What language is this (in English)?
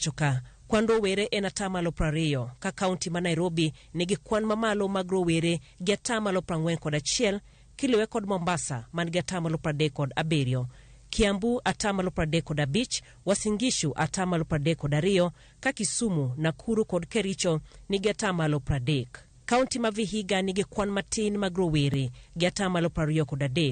Luo (Kenya and Tanzania)